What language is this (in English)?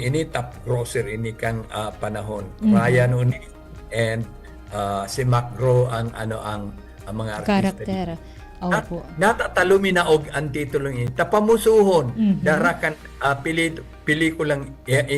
Bikol